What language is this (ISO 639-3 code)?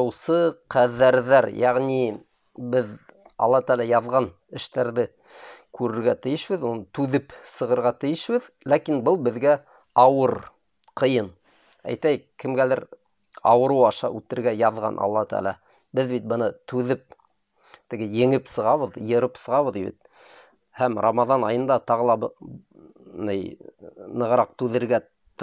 bak